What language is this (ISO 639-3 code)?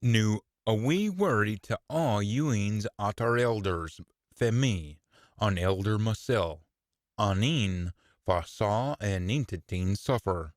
sco